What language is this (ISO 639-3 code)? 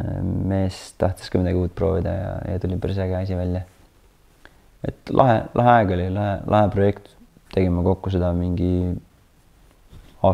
est